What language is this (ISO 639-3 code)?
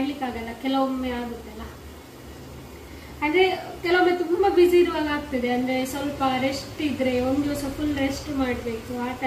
kan